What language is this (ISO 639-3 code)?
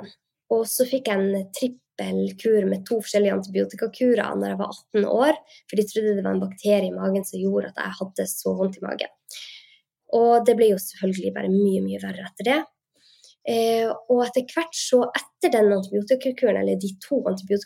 nor